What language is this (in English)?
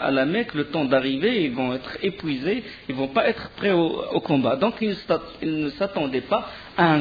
French